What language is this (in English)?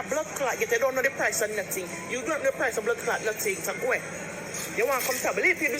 Jamaican Creole English